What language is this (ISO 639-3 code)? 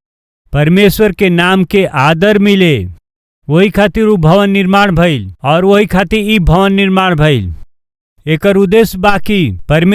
bho